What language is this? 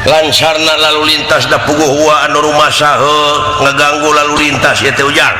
Sundanese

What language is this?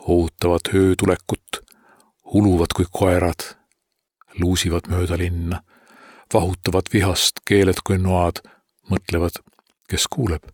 Estonian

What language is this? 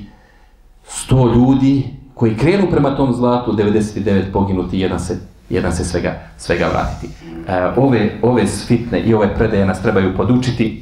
Bosnian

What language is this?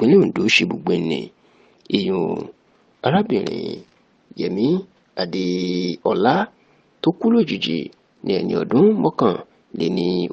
Yoruba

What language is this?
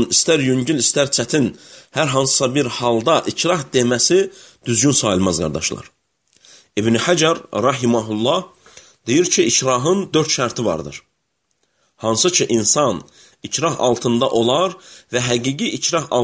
Azerbaijani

